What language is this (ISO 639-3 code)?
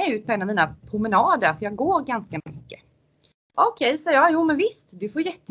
swe